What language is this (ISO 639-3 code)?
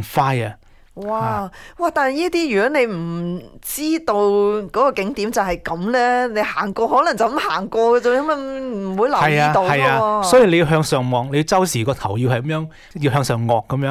yue